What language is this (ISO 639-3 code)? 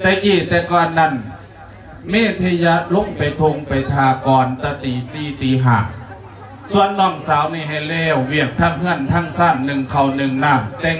lao